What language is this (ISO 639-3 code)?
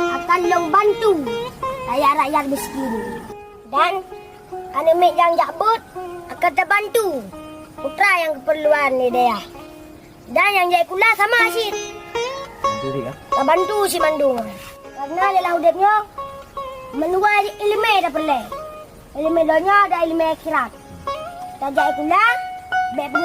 ace